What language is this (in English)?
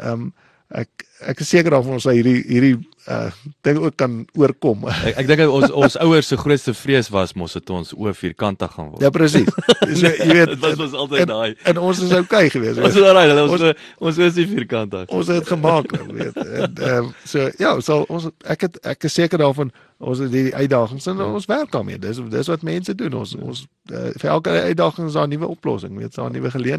Afrikaans